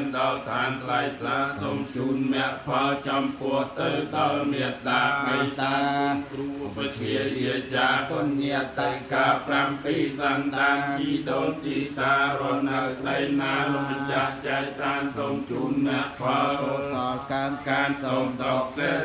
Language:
Khmer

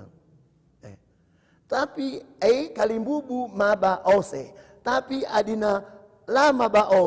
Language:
Batak Karo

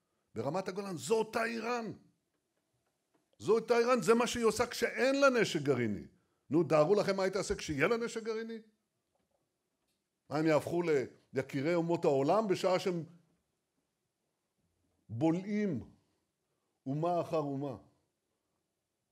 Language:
Hebrew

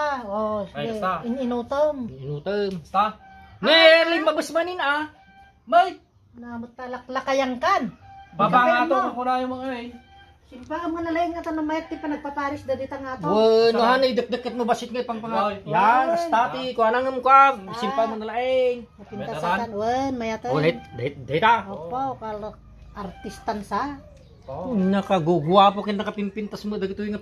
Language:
Iloko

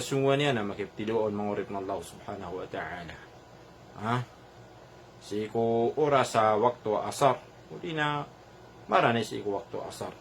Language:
Maranao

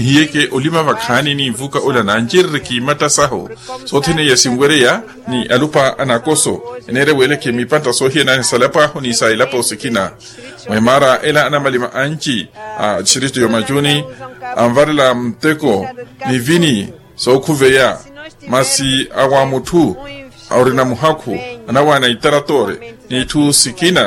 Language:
Makhuwa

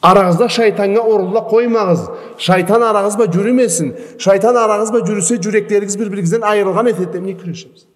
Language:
Karachay-Balkar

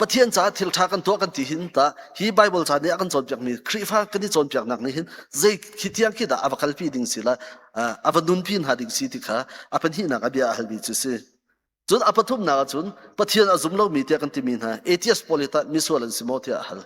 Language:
Hakha Chin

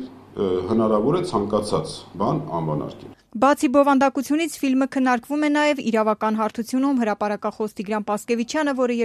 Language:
Armenian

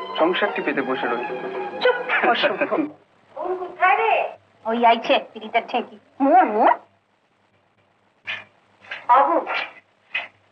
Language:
Bangla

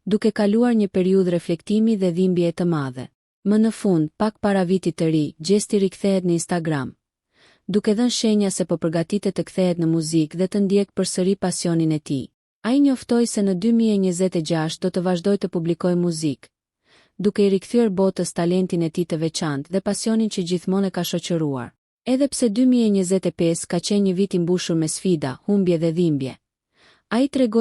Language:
Albanian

